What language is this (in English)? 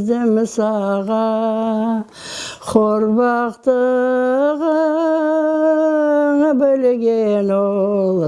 Crimean Tatar